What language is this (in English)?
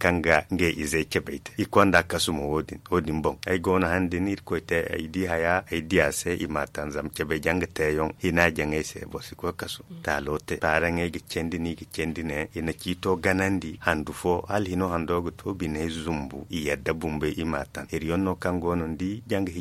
Zarma